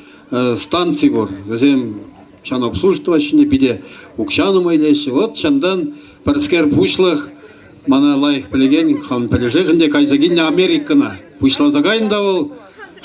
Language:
Chuvash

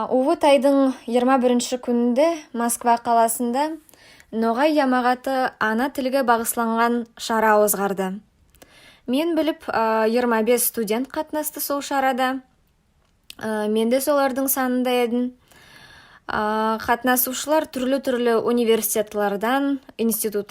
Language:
Nogai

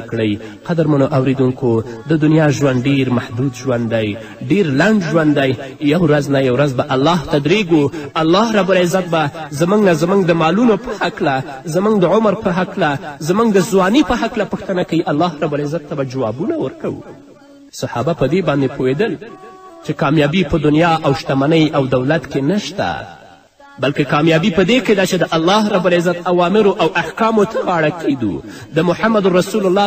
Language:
Pashto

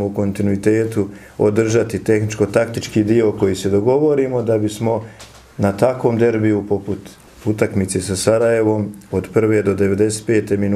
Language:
Bosnian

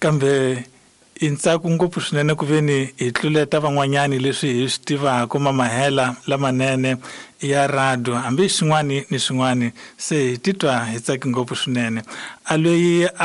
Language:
Tsonga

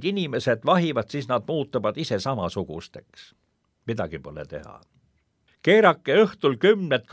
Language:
Estonian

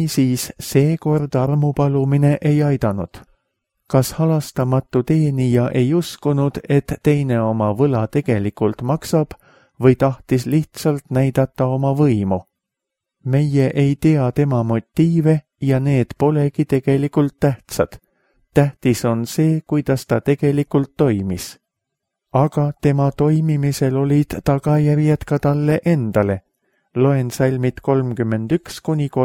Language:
Estonian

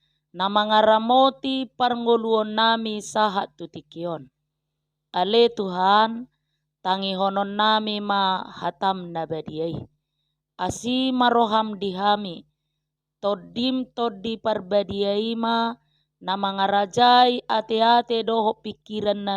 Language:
Batak Toba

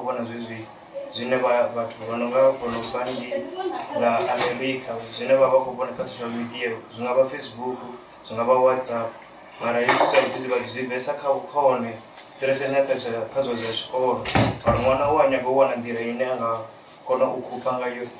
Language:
Venda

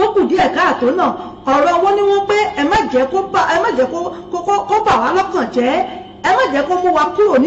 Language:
Yoruba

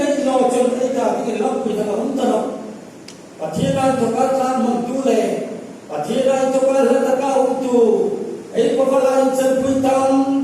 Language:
Hmar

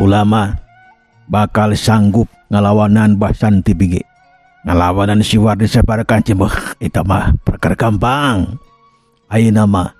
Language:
Sundanese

